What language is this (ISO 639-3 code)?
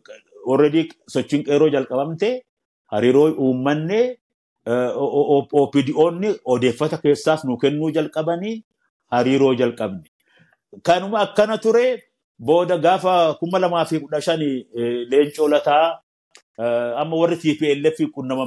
orm